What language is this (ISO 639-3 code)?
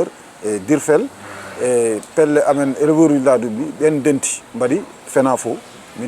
ful